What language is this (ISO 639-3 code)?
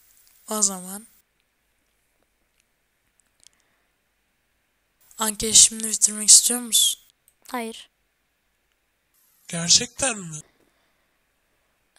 tur